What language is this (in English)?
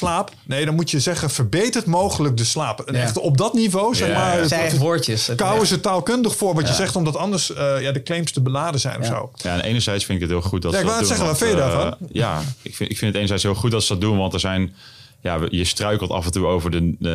Dutch